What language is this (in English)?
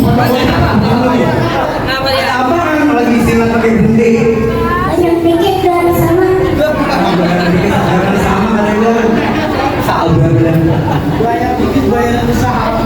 Betawi